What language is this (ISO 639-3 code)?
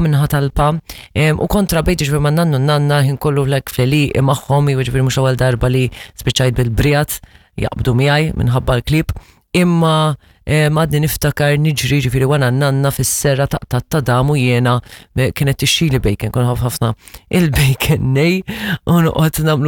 mlt